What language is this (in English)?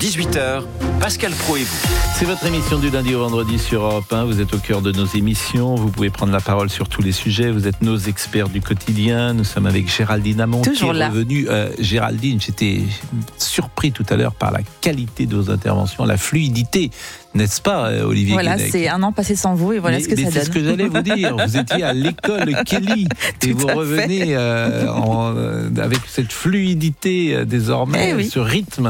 French